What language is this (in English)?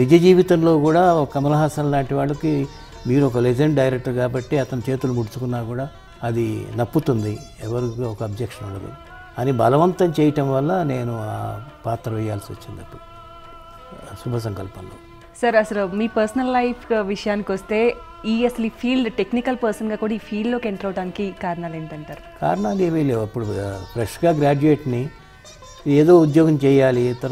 Telugu